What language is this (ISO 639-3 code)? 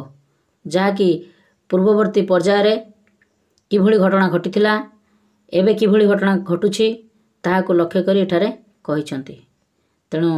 ori